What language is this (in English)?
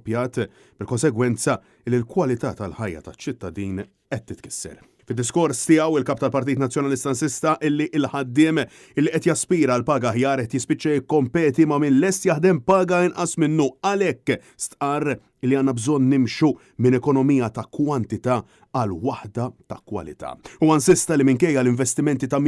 Maltese